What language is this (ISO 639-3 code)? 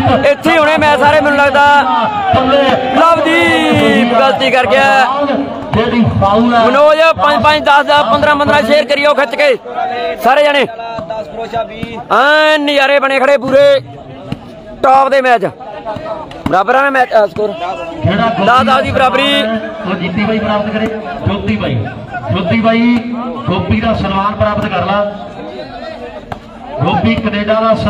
pan